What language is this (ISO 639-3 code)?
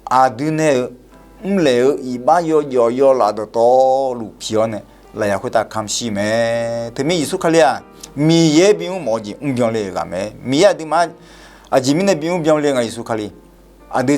ahk